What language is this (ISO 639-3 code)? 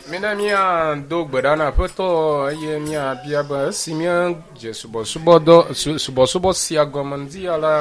ewe